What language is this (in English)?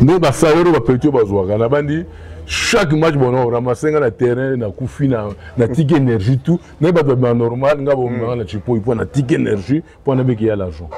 Lingala